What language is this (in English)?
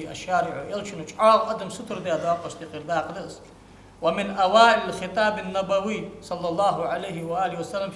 Ingush